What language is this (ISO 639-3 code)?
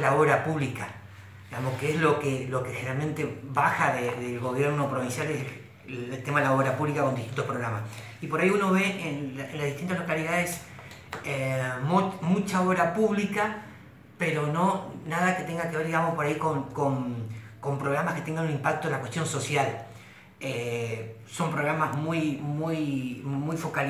spa